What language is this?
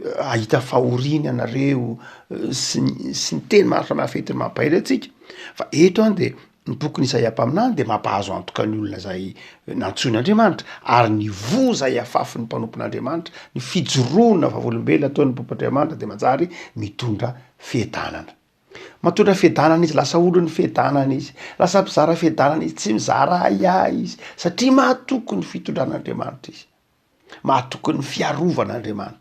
Malagasy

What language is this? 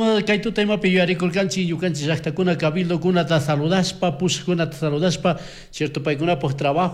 Chimborazo Highland Quichua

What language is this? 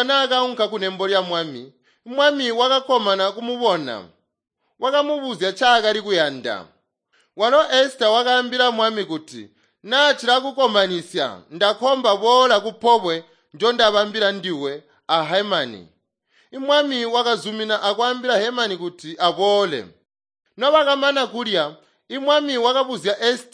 Tonga (Zambia)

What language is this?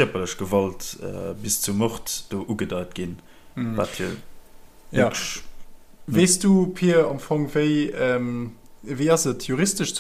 Luxembourgish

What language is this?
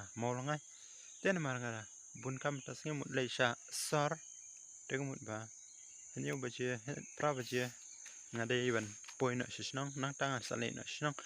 Khasi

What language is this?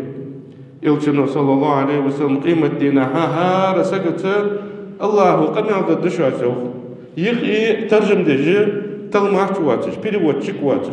Ingush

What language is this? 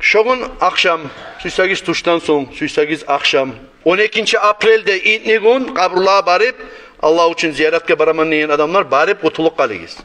Kumyk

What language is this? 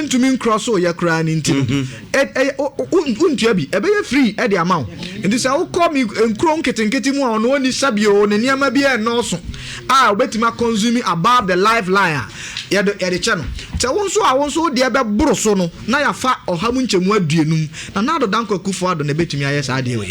Akan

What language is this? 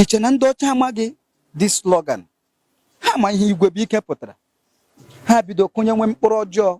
Igbo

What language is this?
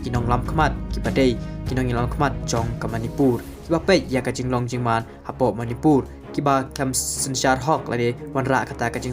Khasi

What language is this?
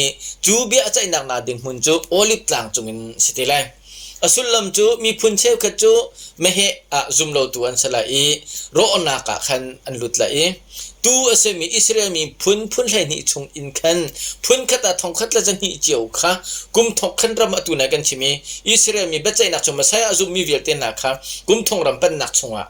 Hakha Chin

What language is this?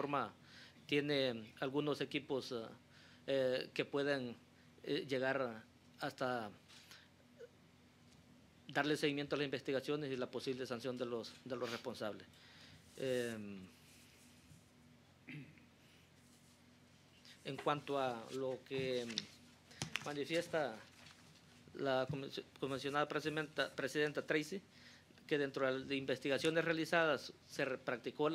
Spanish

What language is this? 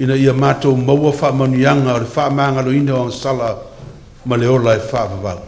Samoan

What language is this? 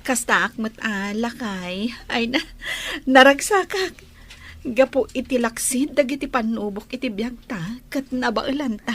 Iloko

